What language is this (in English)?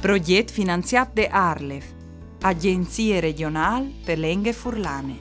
Friulian